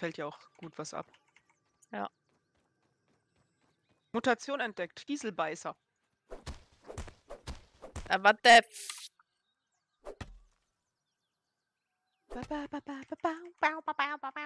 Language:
German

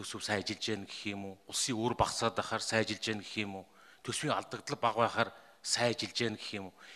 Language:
Mongolian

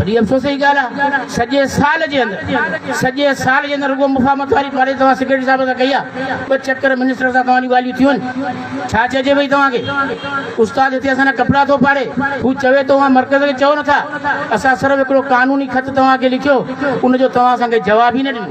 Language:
Sindhi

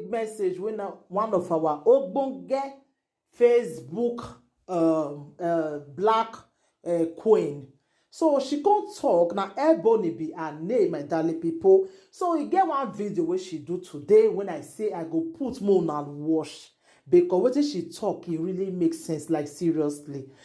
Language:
Nigerian Pidgin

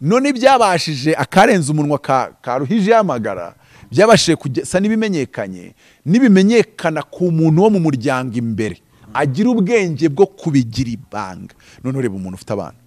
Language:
Kinyarwanda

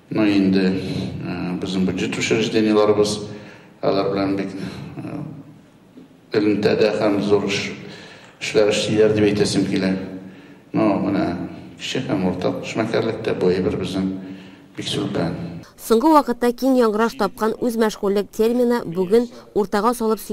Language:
Tatar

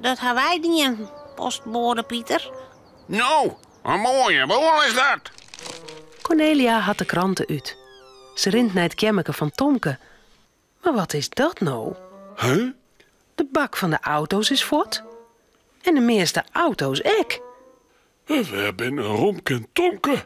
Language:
Western Frisian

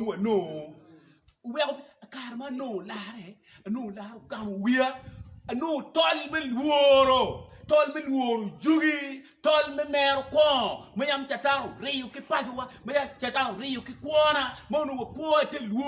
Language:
Acoli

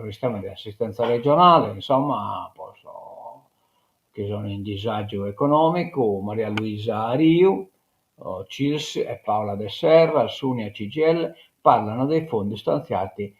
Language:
Sardinian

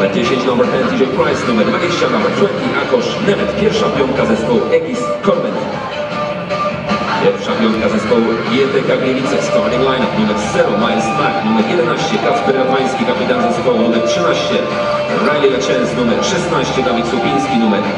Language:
Polish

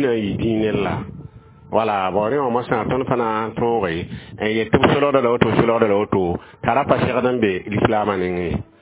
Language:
Mossi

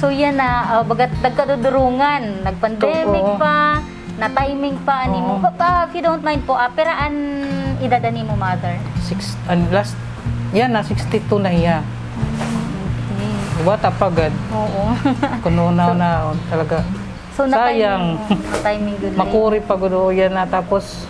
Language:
Waray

